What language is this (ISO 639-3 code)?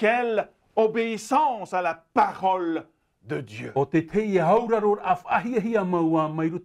tah